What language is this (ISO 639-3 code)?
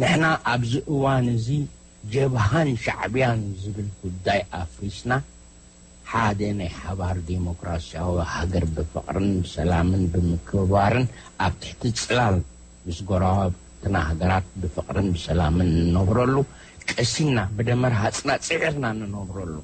tir